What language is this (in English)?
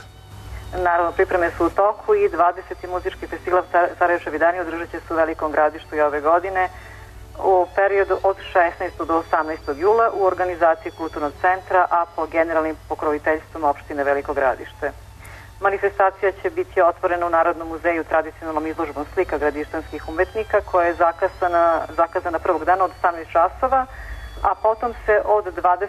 Serbian